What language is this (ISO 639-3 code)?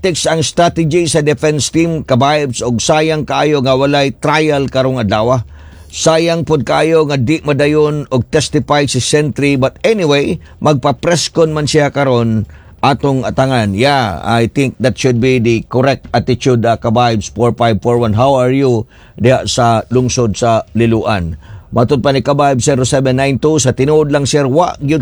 ceb